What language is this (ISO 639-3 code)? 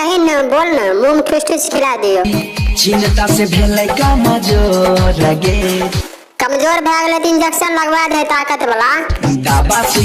mai